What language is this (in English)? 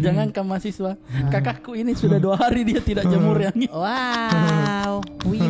Makassar Malay